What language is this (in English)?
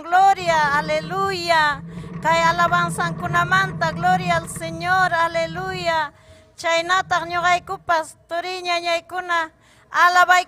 Ayacucho Quechua